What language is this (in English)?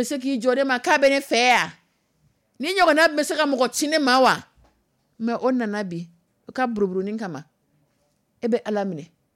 Dyula